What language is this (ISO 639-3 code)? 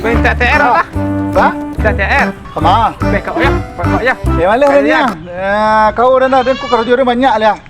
min